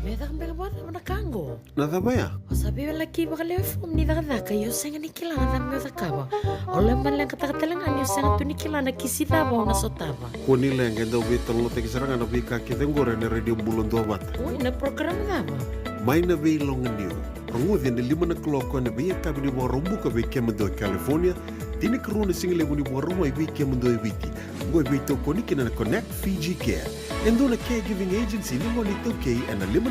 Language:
Fijian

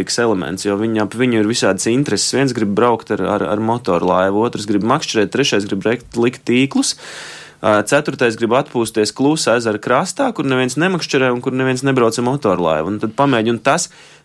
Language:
Latvian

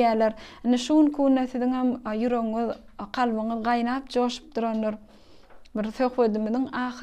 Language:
Turkmen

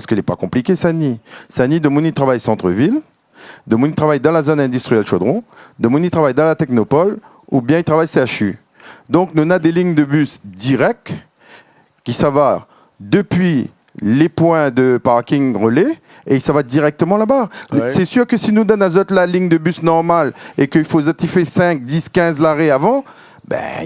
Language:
Réunion Creole French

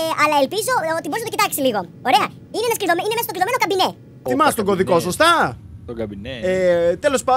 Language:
Greek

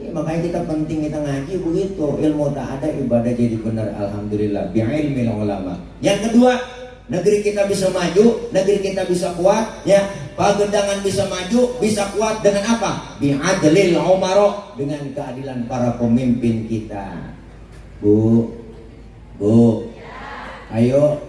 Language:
Betawi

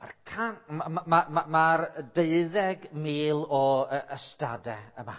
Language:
Welsh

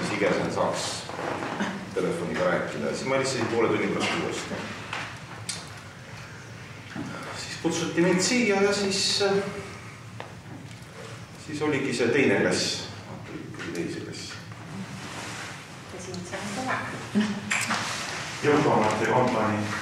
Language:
Estonian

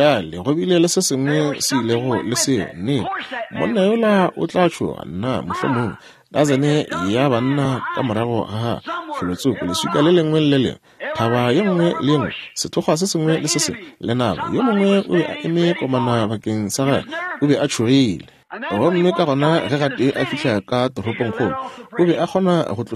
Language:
Northern Sotho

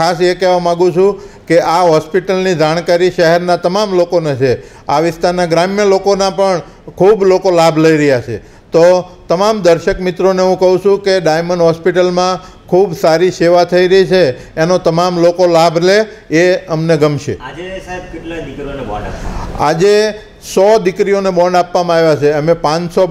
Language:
Gujarati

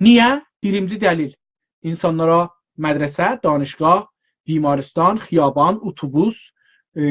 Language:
South Azerbaijani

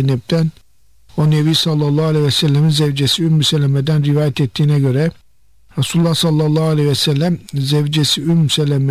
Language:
Turkish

